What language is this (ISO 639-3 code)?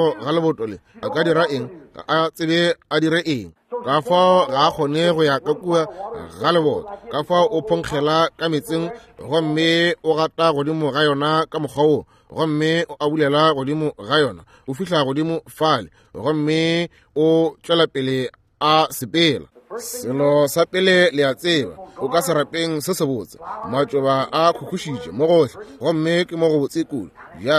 nso